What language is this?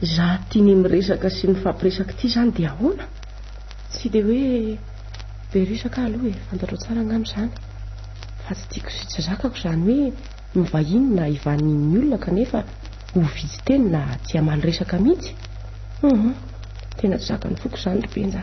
Malagasy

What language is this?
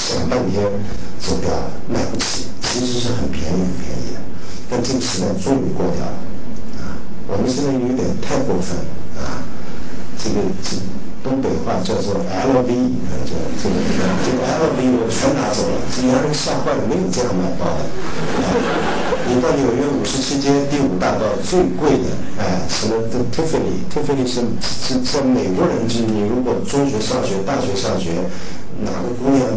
Chinese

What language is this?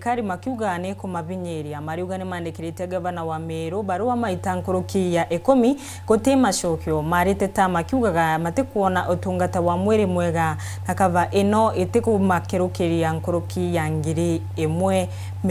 Meru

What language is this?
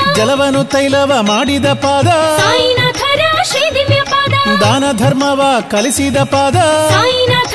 Kannada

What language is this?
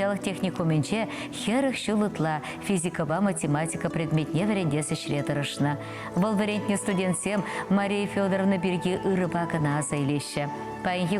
Chuvash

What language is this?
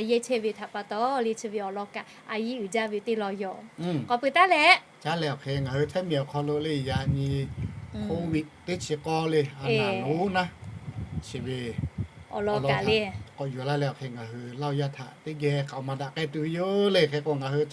Lahu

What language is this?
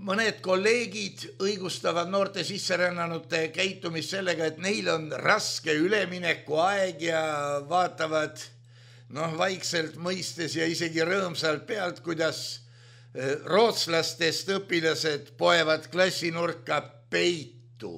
Estonian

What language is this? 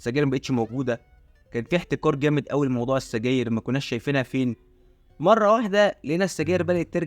Egyptian Arabic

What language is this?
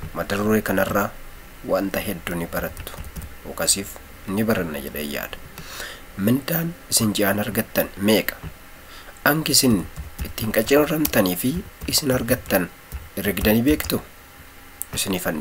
Oromo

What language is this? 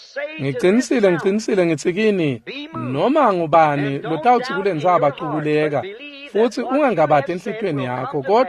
Swati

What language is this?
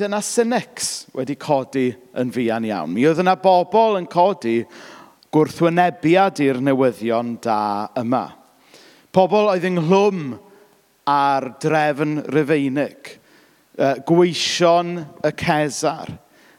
Welsh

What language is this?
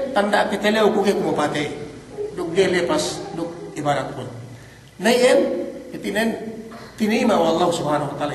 Yakan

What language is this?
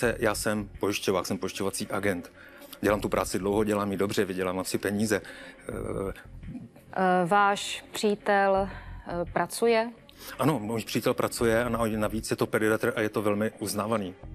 Czech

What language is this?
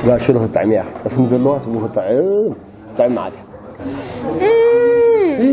Tigrinya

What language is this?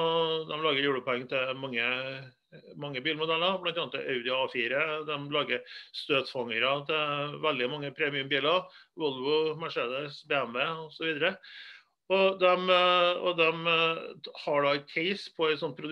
Norwegian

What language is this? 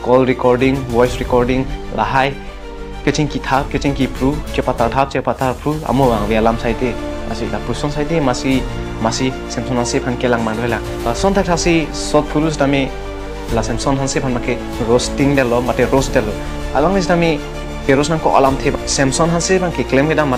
Karbi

